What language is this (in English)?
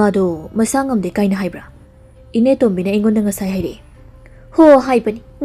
Manipuri